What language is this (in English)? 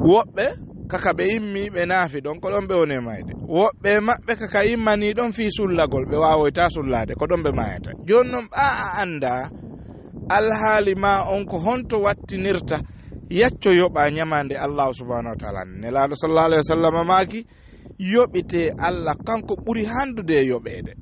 Fula